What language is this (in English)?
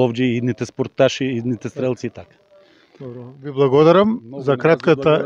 Macedonian